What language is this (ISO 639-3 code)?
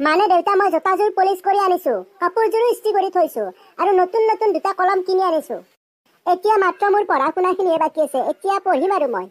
asm